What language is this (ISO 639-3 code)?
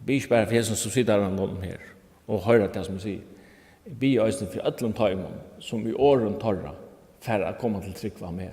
fao